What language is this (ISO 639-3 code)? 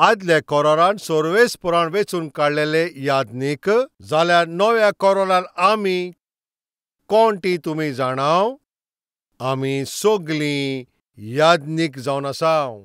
kok